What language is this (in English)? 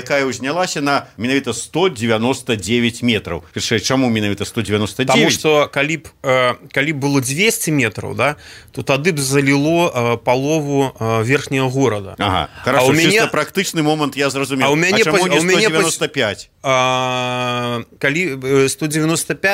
Belarusian